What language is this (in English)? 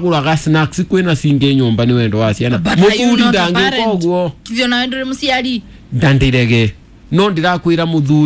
Kikuyu